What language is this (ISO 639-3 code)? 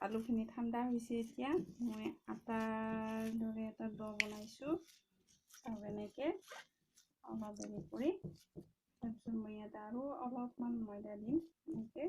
asm